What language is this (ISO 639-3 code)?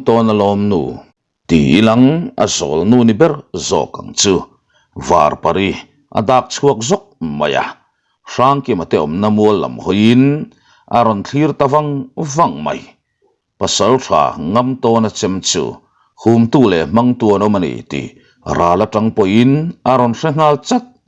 lus